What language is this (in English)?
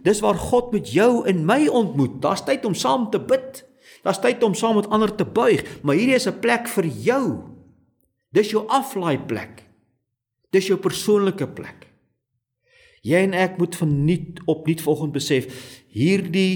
Afrikaans